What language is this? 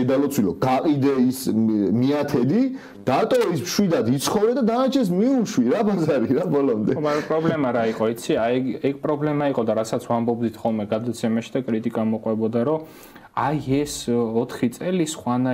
Georgian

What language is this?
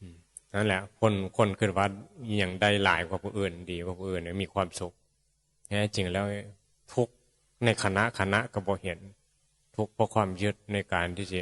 Northeastern Thai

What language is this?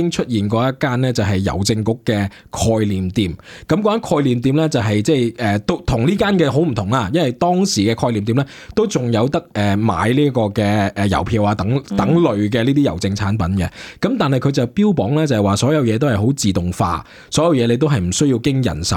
Cantonese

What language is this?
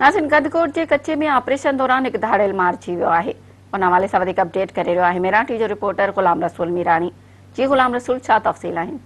Sindhi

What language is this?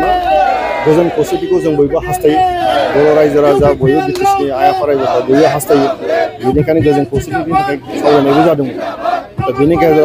Bodo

